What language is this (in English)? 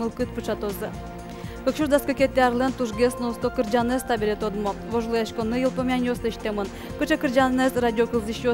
Udmurt